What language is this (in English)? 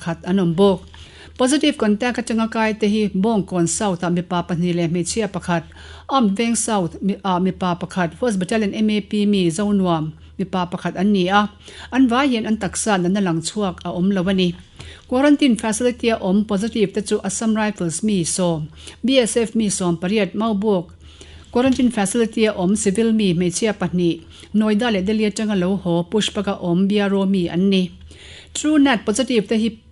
Mizo